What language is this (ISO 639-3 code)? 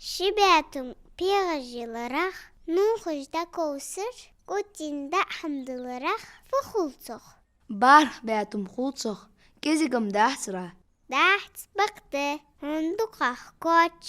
inh